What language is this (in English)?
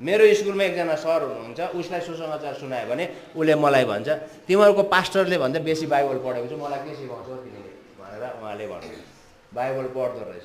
Nepali